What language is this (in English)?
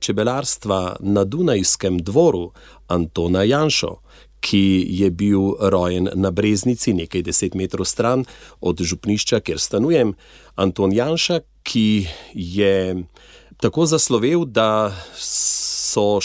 Slovenian